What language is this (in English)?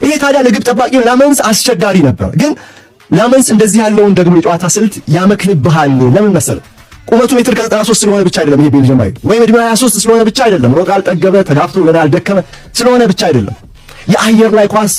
Amharic